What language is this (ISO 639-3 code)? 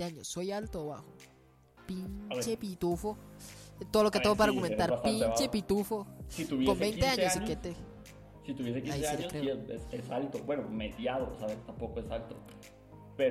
spa